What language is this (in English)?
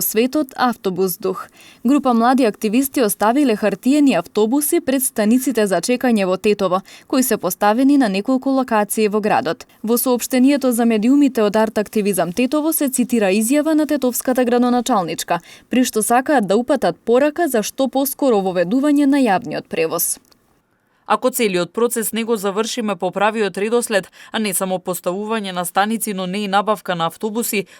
Macedonian